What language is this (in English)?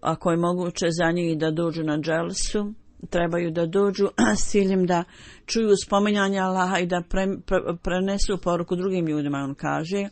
Bosnian